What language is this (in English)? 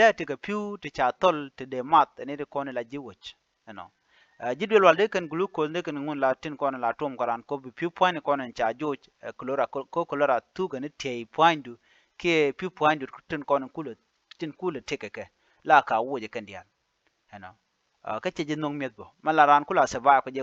Nuer